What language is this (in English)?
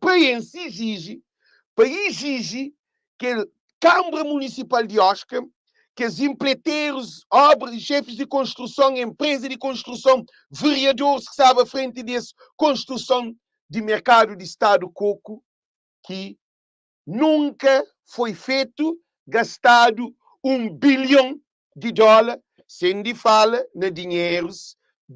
Kabuverdianu